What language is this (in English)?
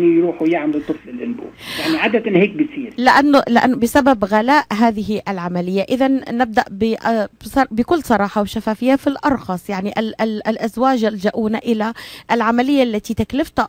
North Levantine Arabic